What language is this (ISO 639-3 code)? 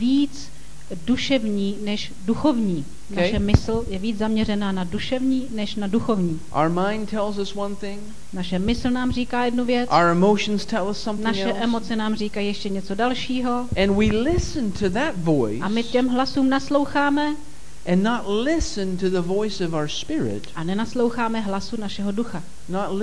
ces